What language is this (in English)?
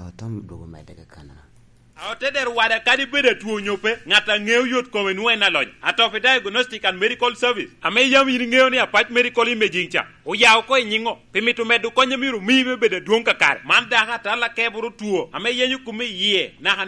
Lango (Uganda)